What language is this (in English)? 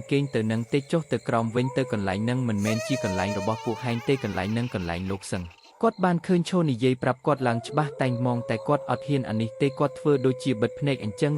Khmer